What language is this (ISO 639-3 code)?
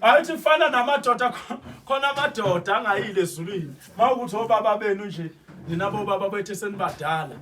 zul